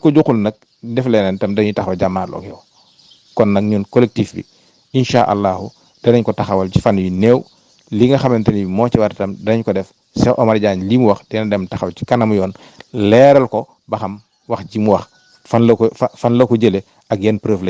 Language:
Wolof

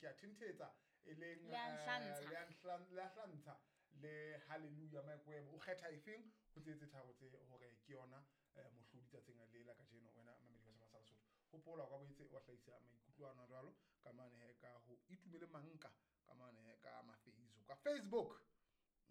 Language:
Southern Sotho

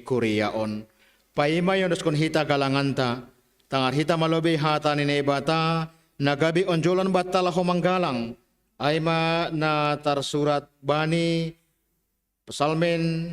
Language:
Batak Simalungun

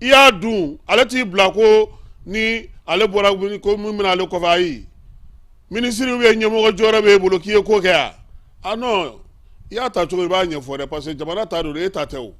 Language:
Bambara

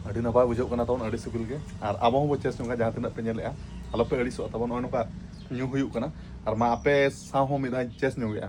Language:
Santali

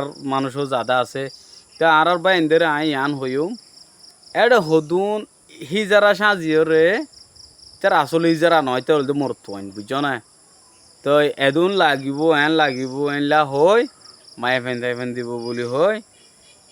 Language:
Rohingya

